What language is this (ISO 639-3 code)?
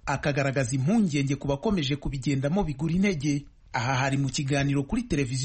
kin